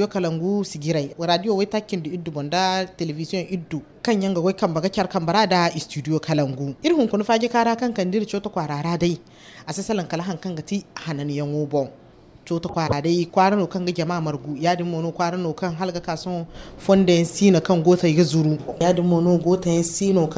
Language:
Zarma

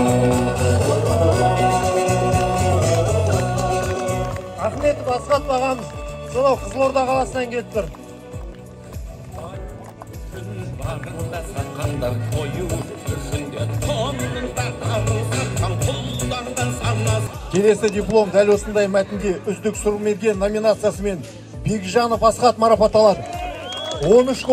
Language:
Kazakh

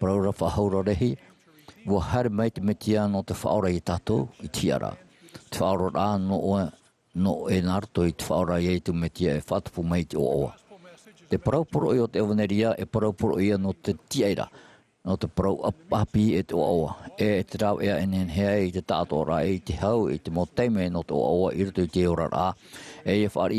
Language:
Tahitian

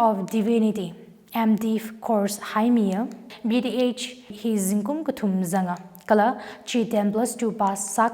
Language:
Tangkhul Naga (India)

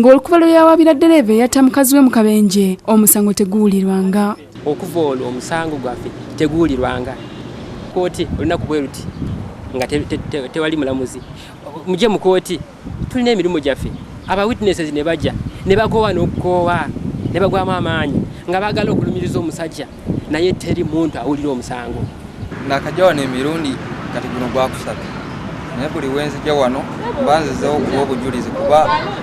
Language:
Ganda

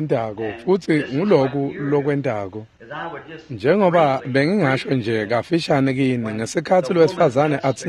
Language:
Swati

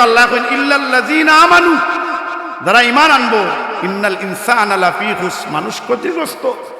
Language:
Sylheti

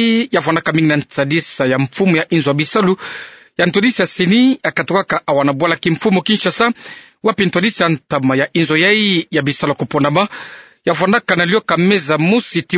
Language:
Kituba (Democratic Republic of Congo)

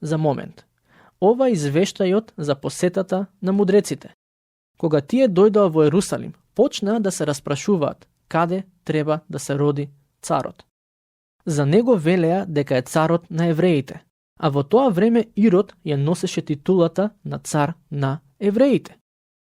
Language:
Macedonian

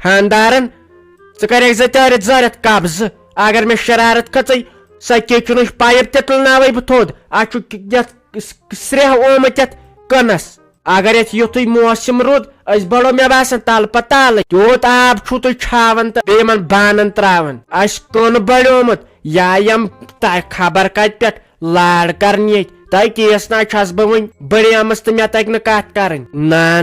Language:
Kashmiri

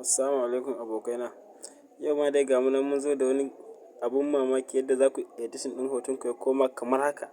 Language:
Hausa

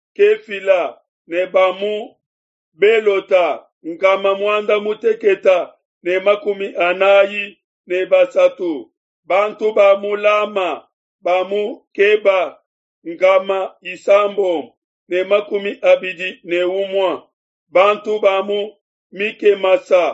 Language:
Luba-Lulua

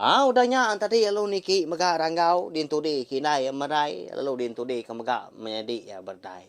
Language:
Iban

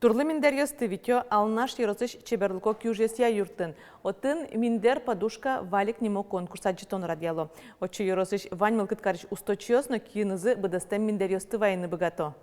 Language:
Udmurt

